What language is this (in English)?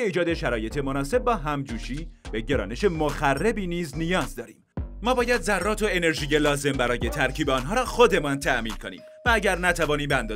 Persian